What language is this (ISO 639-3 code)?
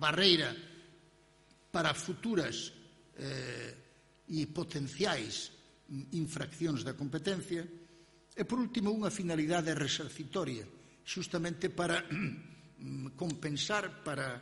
glg